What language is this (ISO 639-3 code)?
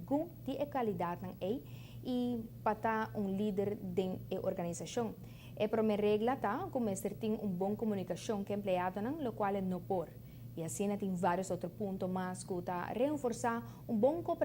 pap